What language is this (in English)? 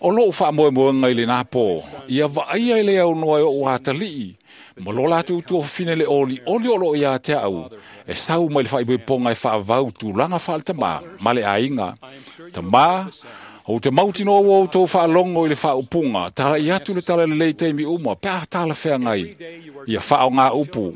Samoan